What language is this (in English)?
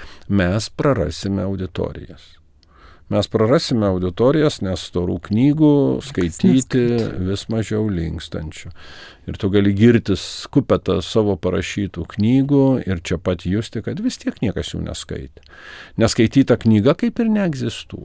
Lithuanian